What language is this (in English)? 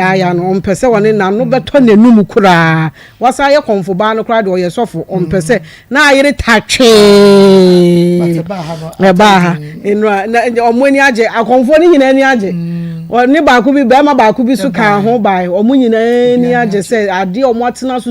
Akan